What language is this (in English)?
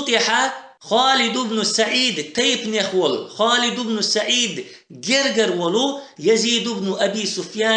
Chechen